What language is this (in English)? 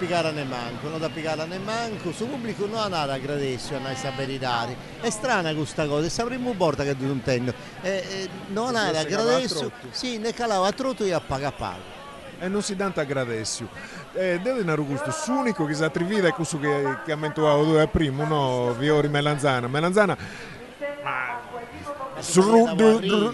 Sardinian